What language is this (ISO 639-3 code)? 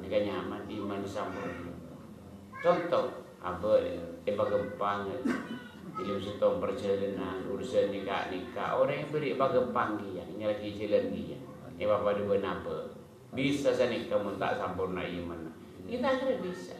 mad